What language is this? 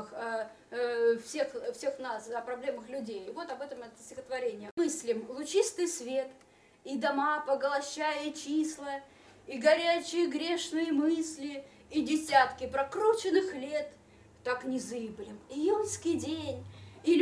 Russian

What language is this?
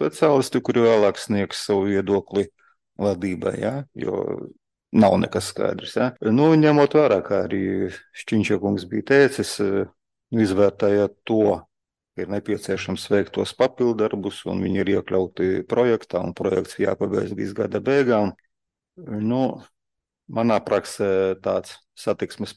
Latvian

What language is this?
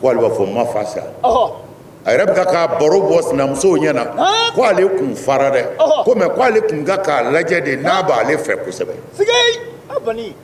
Bambara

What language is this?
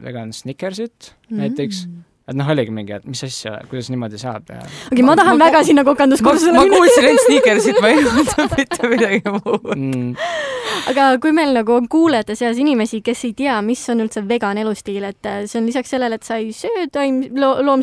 Estonian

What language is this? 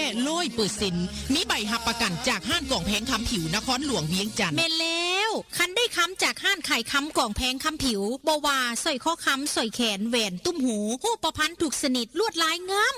Northeastern Thai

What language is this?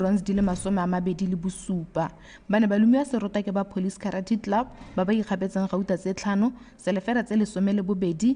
Tswana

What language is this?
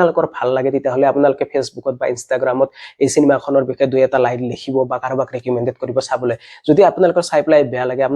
Assamese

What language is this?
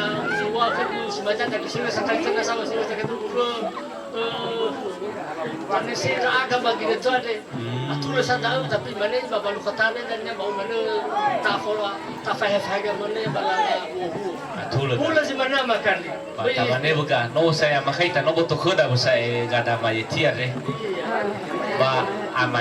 Nias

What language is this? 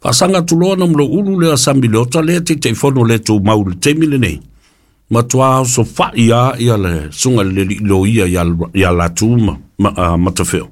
Samoan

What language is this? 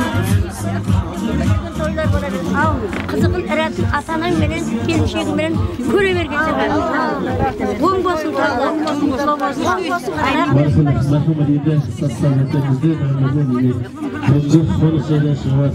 Kazakh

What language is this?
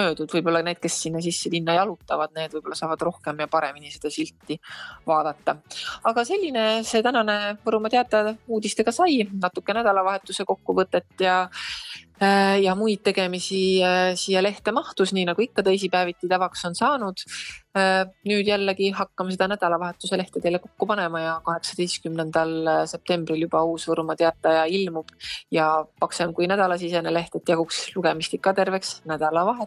Estonian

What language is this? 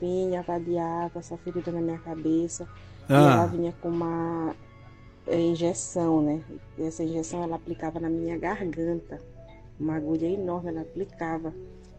Portuguese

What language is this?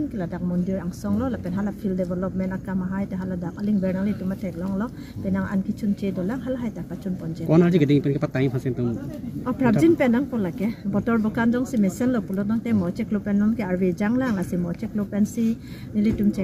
Karbi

